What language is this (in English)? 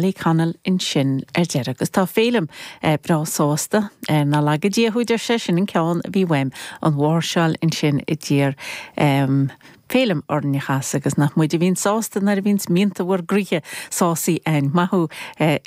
Irish